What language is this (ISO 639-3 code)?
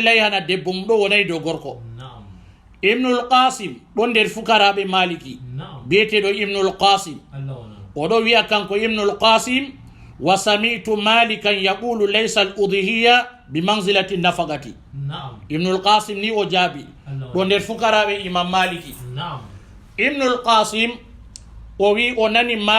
ful